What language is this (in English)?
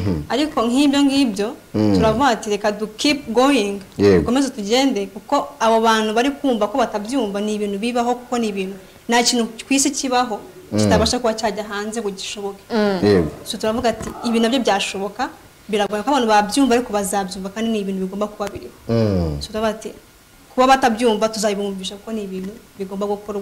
Kinyarwanda